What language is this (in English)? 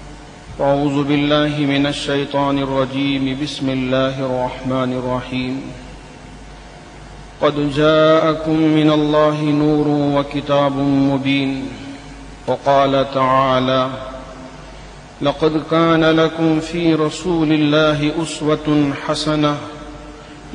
Urdu